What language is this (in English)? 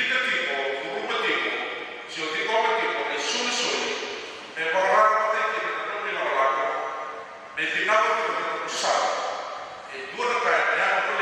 Fijian